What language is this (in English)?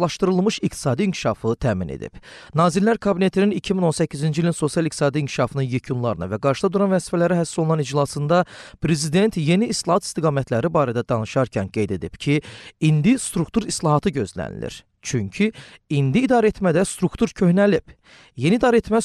Azerbaijani